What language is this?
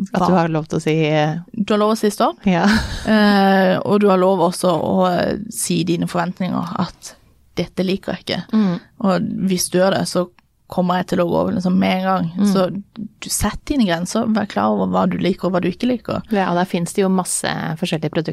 Norwegian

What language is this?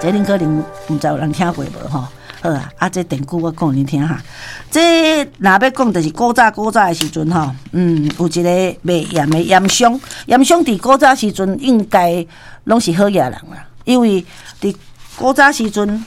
Min Nan Chinese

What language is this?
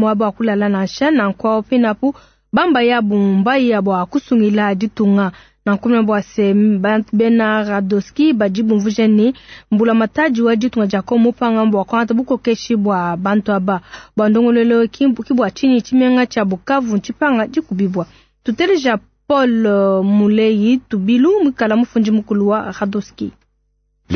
Luba-Lulua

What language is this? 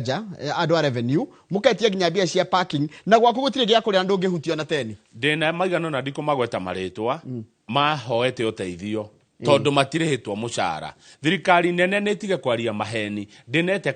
Kikuyu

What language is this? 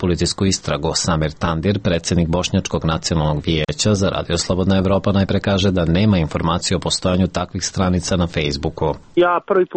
Serbian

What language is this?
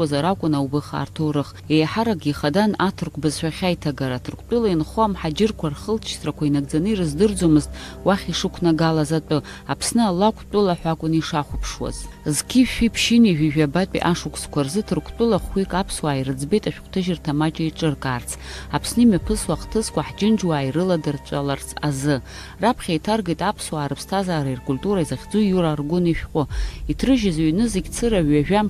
Abkhazian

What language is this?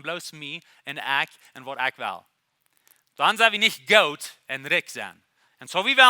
Plautdietsch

